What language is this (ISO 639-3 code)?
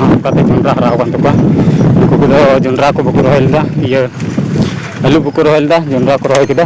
sat